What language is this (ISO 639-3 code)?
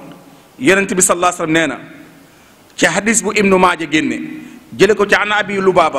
wol